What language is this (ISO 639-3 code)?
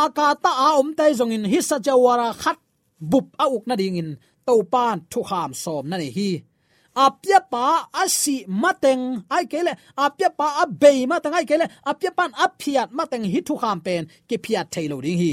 ctd